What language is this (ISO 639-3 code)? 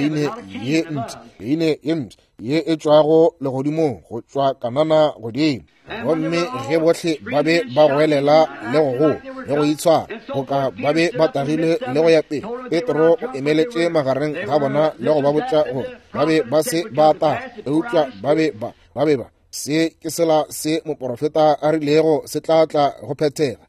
nso